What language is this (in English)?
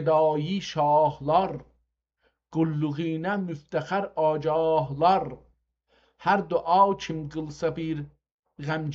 South Azerbaijani